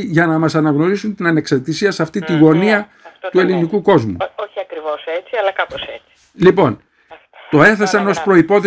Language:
Greek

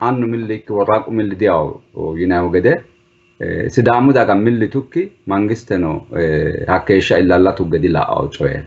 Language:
Sidamo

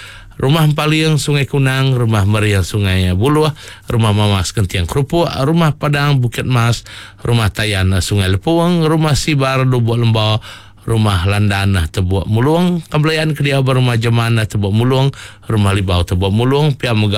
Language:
Iban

